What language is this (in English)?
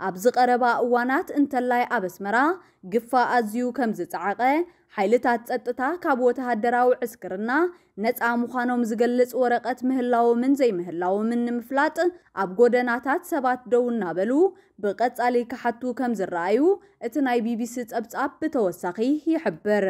Tigrinya